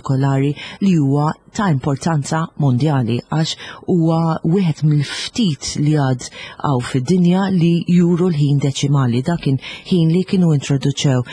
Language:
Maltese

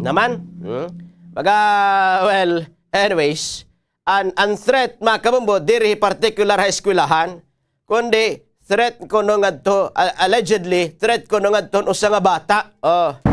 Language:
Waray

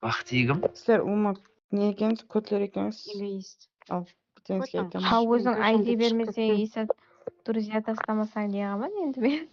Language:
Kara-Kalpak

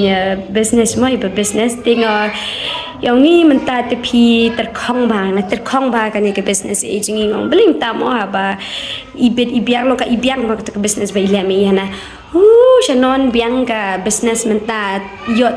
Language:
Khasi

